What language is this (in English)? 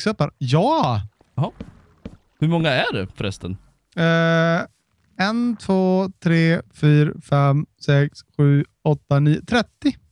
Swedish